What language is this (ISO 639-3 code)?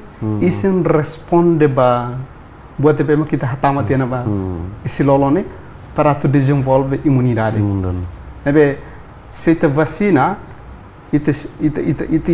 tet